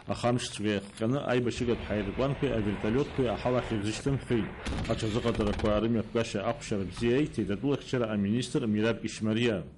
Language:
Abkhazian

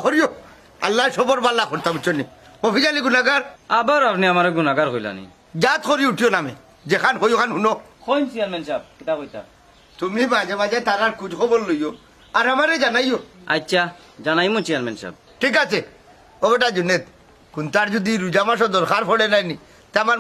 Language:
Sylheti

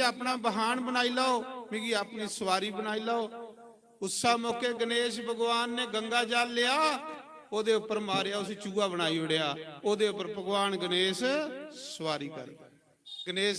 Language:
Dogri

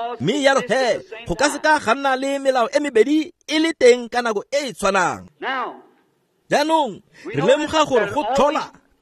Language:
Tswana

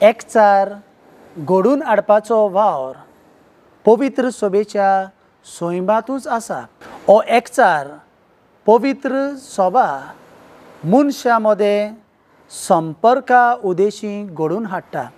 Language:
Konkani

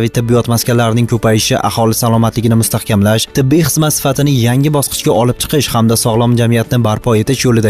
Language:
Uzbek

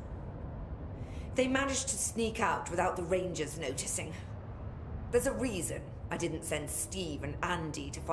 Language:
English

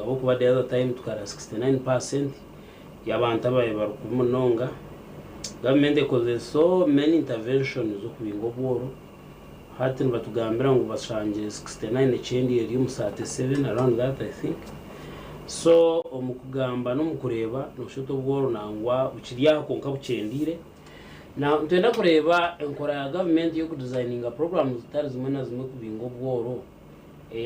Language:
Nyankole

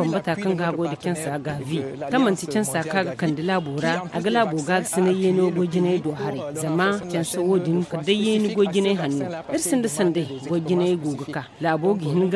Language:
Zarma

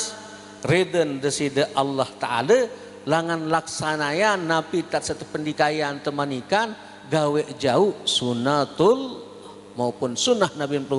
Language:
Sasak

